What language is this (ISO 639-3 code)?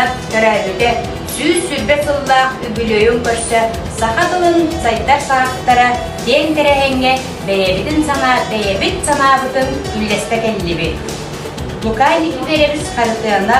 sah